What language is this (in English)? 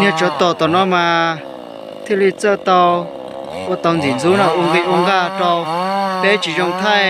Hmong